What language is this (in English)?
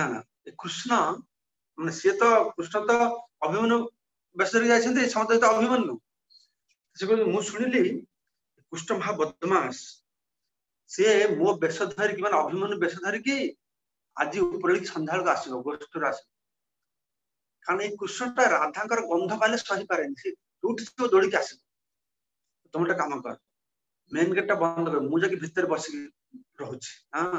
Odia